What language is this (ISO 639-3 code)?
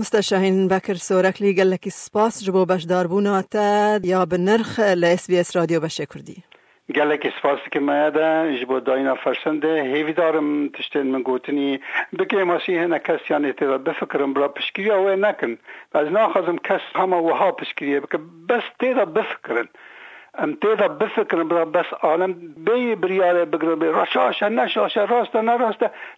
kur